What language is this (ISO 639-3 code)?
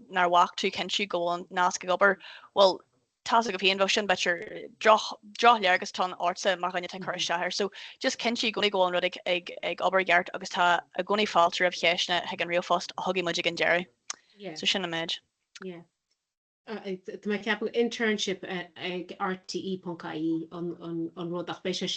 gle